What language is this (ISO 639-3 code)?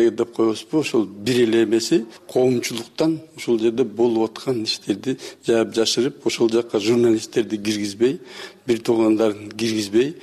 kir